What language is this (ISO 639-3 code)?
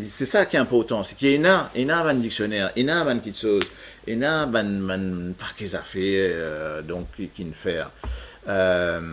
mfe